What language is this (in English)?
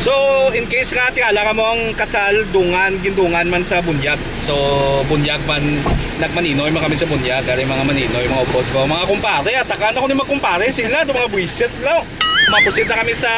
Hiligaynon